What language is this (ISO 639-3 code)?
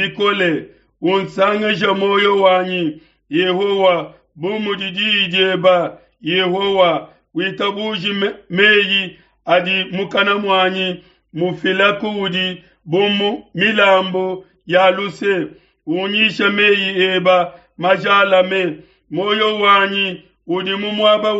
lua